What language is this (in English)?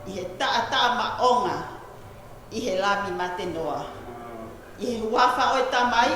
Tongan